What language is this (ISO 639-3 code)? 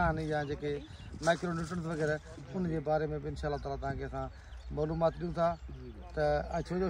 snd